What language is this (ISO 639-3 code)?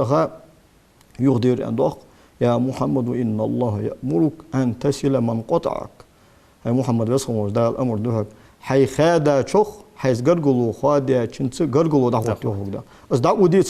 inh